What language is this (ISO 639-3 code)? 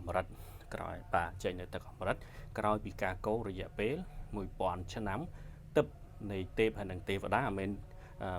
khm